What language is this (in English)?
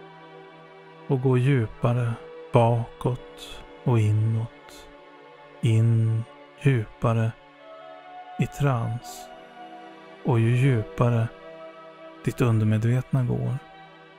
Swedish